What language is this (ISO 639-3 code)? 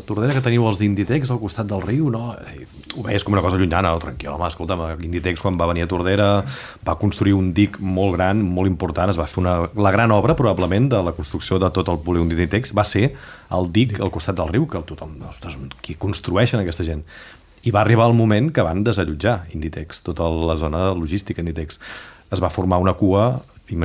cat